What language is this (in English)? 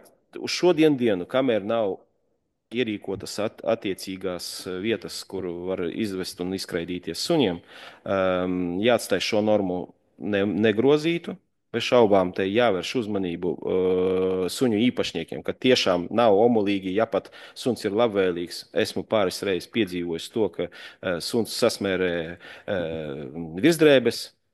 Latvian